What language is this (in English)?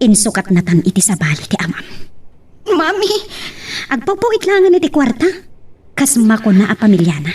Iloko